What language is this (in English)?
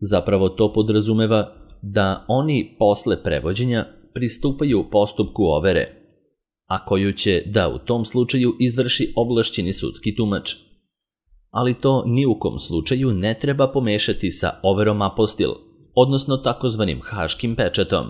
Serbian